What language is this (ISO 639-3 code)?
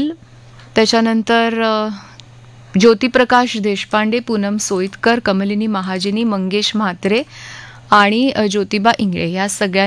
mar